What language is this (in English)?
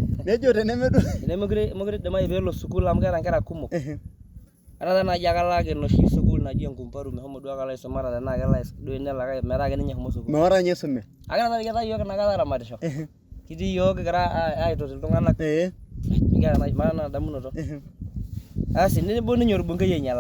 Masai